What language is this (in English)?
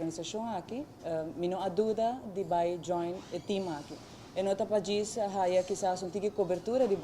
Papiamento